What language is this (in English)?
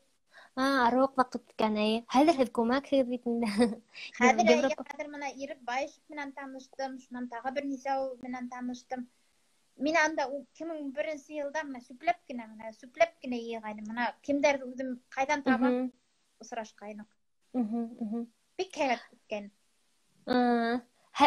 Bashkir